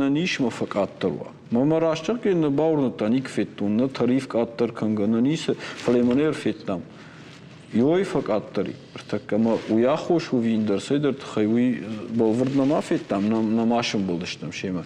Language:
Ossetic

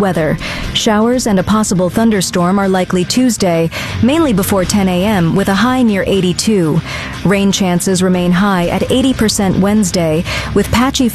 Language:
English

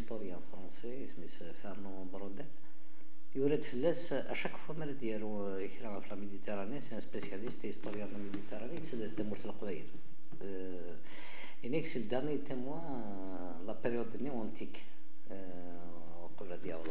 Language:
Kabyle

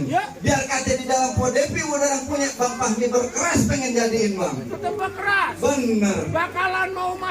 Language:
Betawi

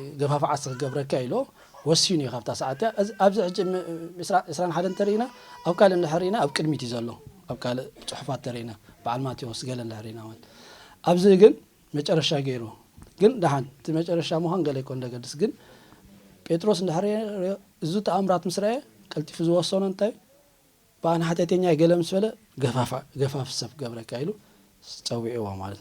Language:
Tigrinya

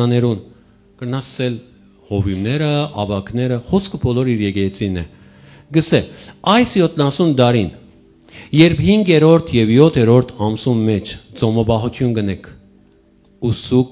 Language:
Western Armenian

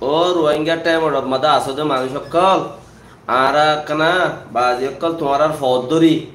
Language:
Rohingya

